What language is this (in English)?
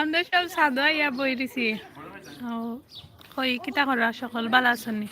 Sylheti